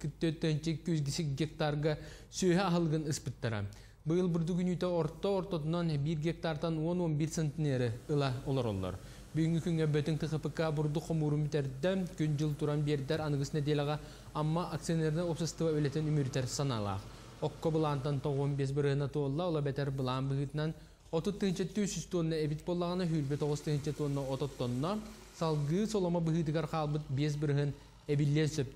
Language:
Yakut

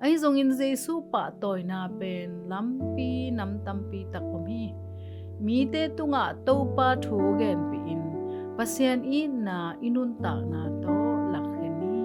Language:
Tedim Chin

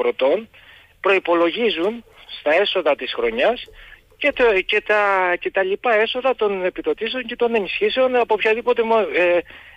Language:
Greek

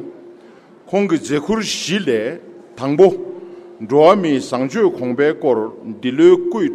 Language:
Tibetan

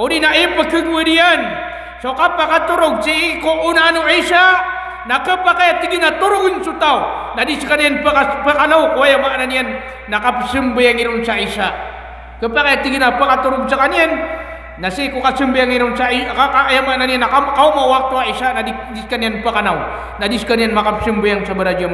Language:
Maranao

